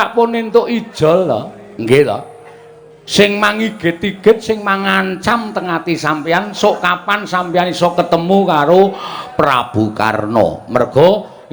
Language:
Javanese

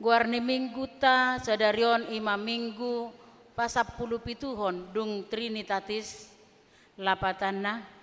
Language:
Batak Toba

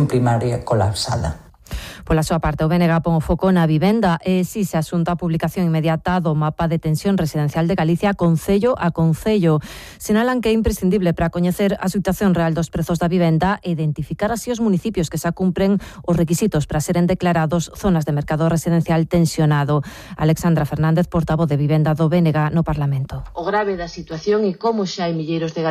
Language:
Galician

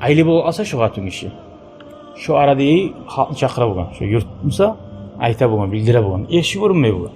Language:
Kumyk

